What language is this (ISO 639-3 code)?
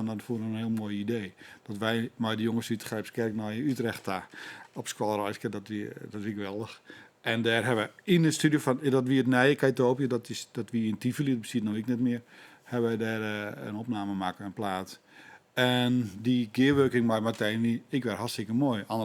fry